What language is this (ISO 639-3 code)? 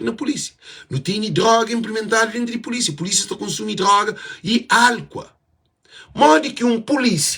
kea